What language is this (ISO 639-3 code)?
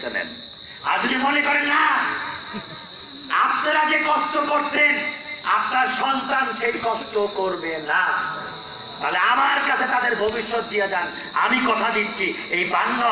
ben